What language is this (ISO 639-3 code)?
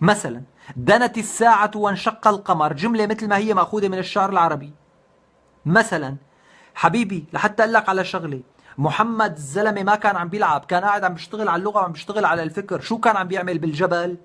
apc